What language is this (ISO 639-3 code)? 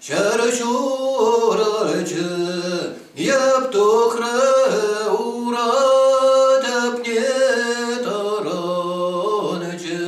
chv